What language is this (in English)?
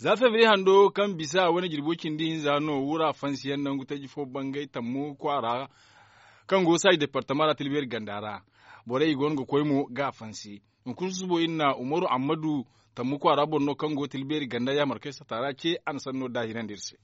Zarma